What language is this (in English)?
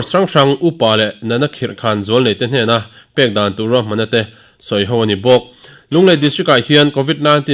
Mizo